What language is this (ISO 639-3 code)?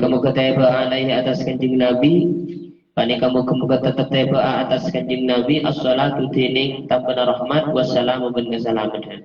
mad